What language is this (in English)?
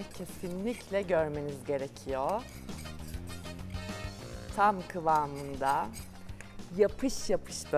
Turkish